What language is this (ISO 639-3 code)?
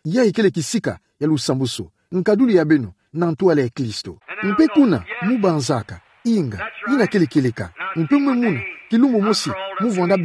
ktu